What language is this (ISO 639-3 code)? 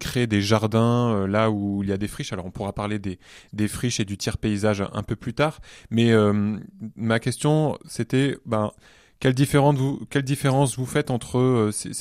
fra